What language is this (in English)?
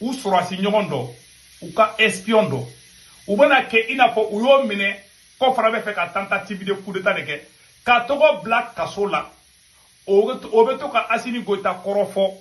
Bambara